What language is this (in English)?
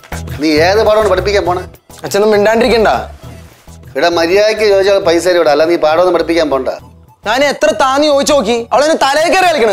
Malayalam